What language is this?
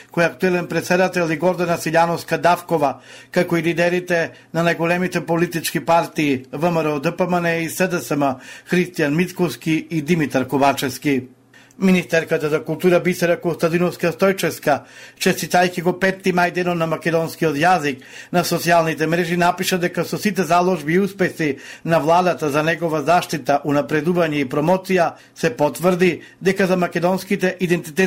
Macedonian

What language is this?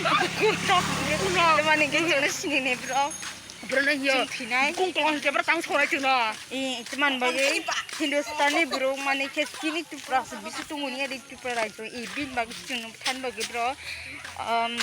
Kok Borok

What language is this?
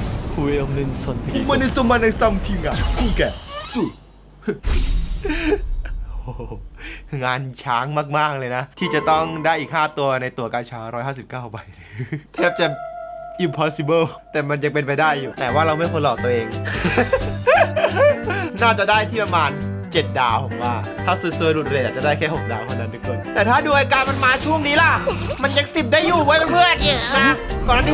Thai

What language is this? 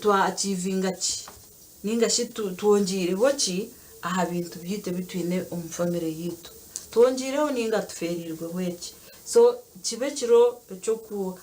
Nyankole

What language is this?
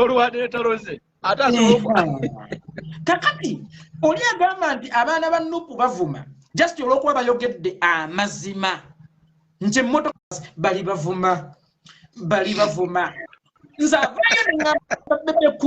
Ganda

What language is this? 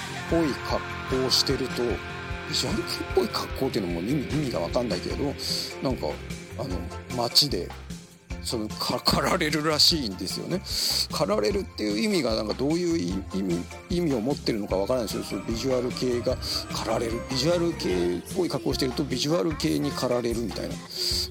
Japanese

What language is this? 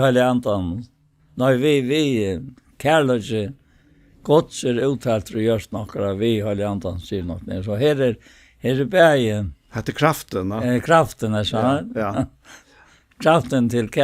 Faroese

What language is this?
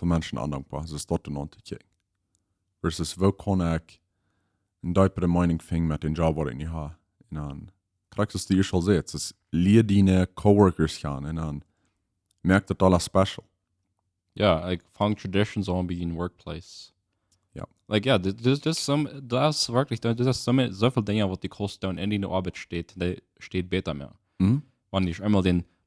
Plautdietsch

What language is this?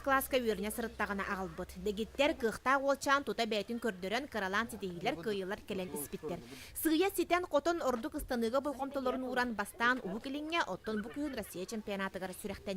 Yakut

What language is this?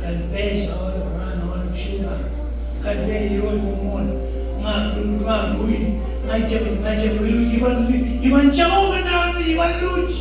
Marshallese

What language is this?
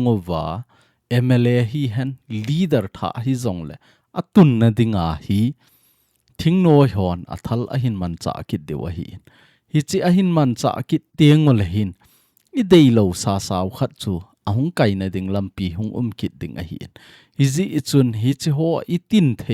Thado Chin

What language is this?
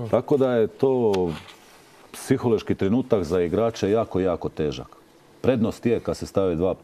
Croatian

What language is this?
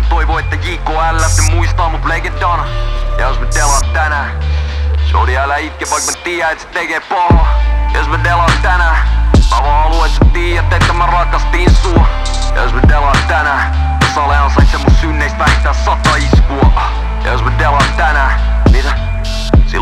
Finnish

